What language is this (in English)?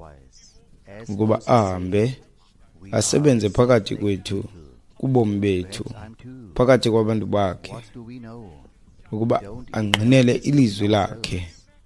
Xhosa